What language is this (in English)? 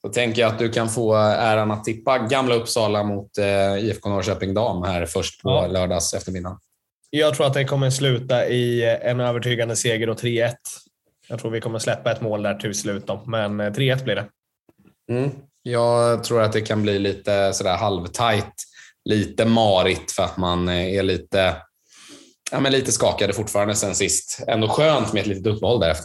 Swedish